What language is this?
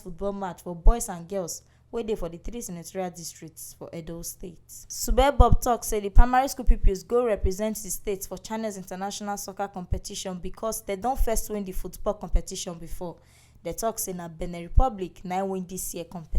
Nigerian Pidgin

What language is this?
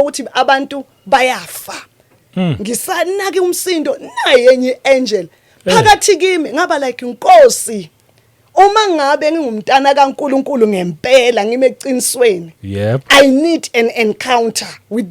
Zulu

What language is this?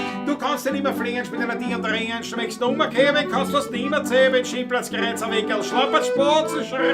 Bavarian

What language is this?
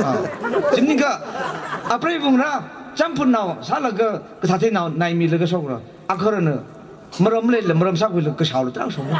Tangkhul Naga (India)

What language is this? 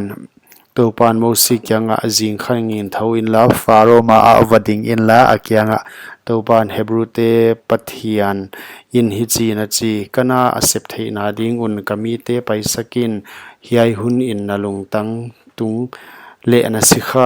Paite Chin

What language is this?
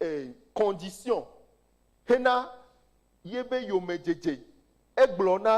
Ewe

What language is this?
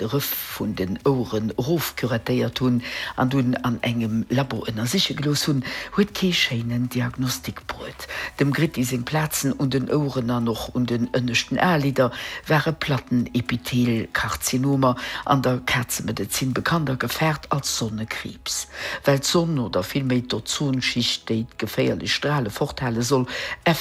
Luxembourgish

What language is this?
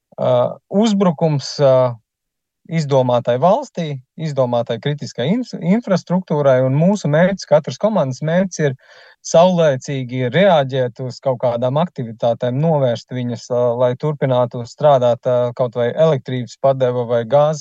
Latvian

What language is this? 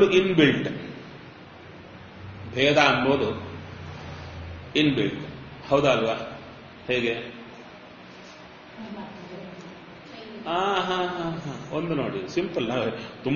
Kannada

